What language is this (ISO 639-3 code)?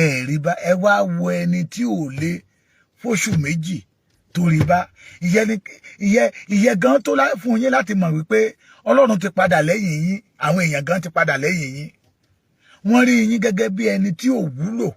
yor